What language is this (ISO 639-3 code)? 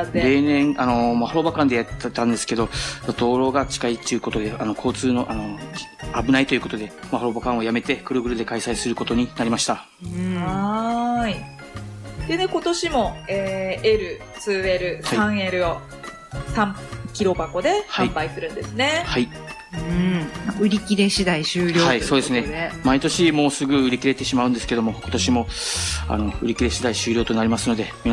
jpn